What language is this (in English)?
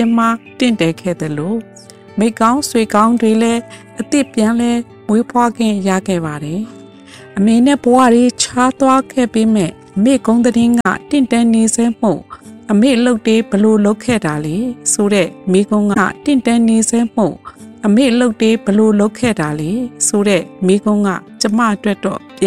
Burmese